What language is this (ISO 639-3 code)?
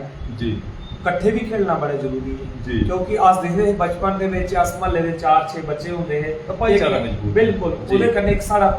doi